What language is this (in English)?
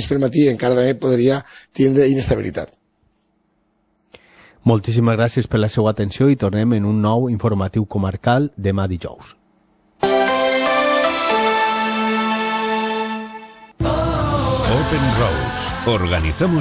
Catalan